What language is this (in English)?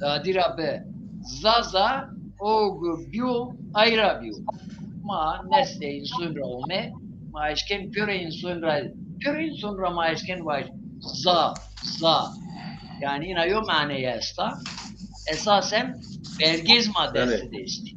Zaza